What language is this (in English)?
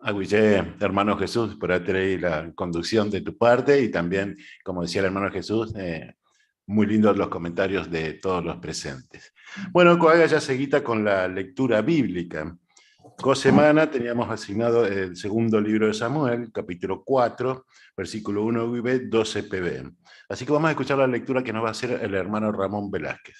Guarani